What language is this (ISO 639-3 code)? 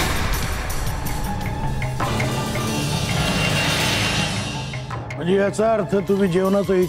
mar